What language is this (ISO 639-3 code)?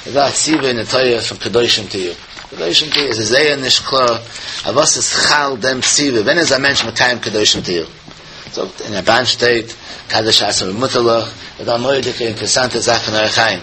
yid